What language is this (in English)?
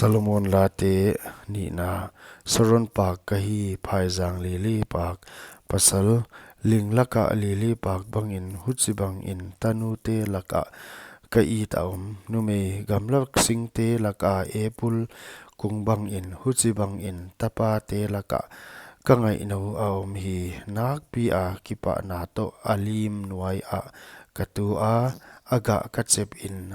Paite Chin